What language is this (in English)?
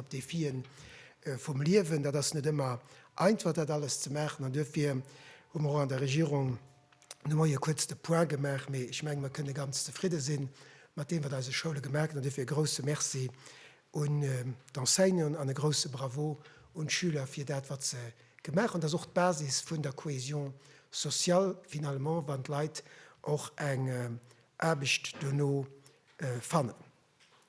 Luxembourgish